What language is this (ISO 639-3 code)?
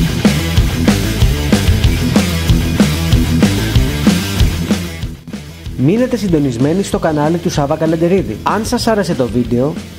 ell